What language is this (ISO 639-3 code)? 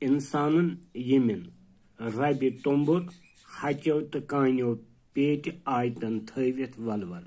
kas